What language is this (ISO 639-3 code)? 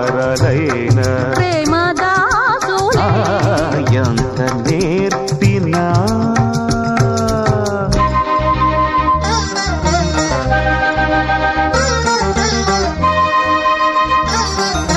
tel